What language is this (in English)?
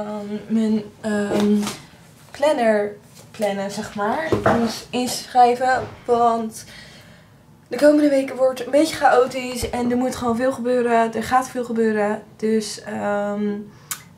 Dutch